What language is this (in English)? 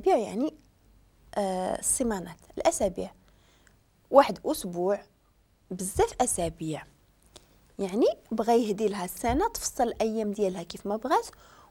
Moroccan Arabic